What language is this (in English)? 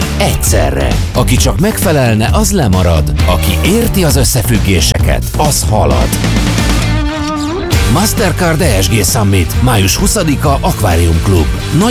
Hungarian